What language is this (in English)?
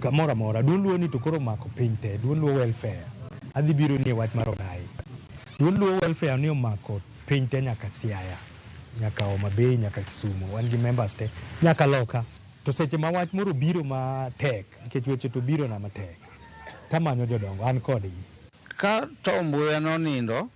Luo (Kenya and Tanzania)